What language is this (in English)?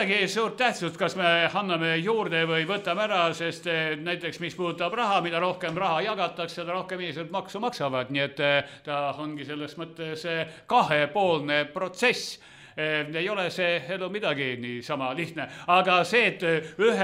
Estonian